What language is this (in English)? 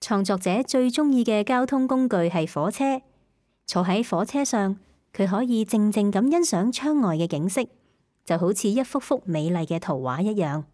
Cantonese